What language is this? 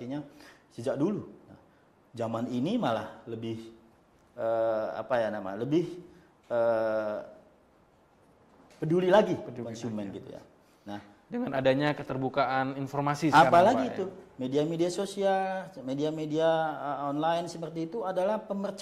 Indonesian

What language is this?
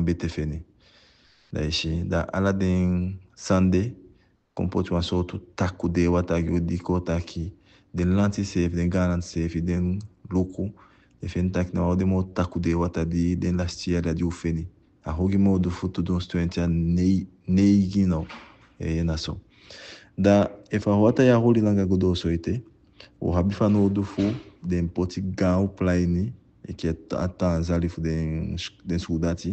Eastern Maroon Creole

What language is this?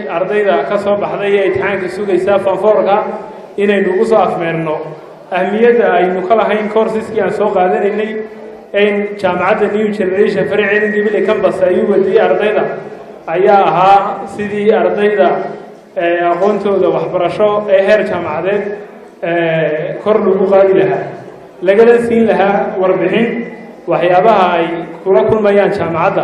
Somali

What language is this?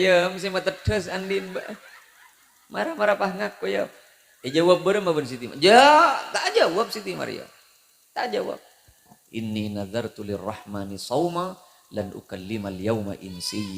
Madurese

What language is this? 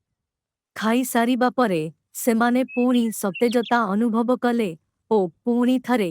Odia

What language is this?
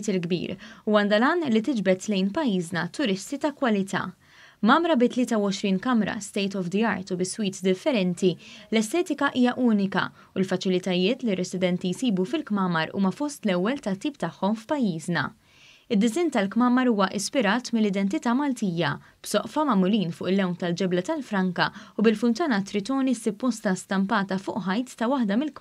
Maltese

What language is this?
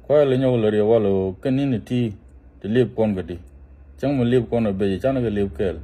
Nuer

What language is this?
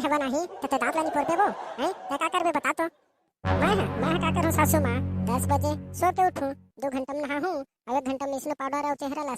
Chhattisgarhi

